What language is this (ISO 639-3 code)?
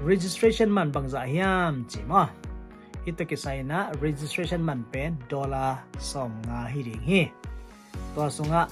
ctd